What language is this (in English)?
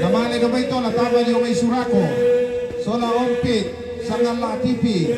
Toraja-Sa'dan